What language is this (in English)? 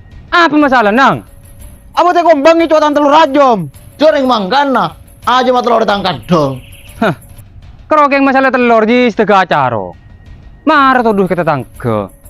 Madurese